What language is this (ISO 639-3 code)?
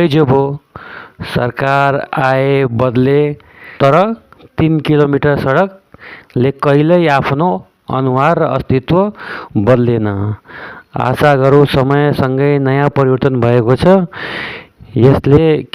nep